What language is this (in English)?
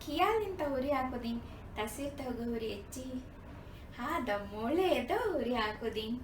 Divehi